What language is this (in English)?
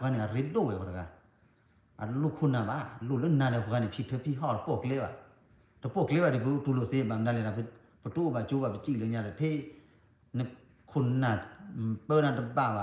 S'gaw Karen